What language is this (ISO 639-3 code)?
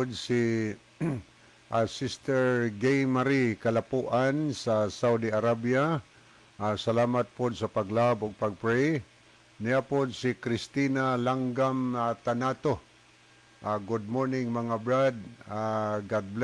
ceb